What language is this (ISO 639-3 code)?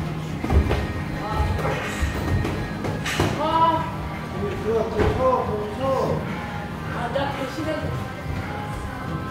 kor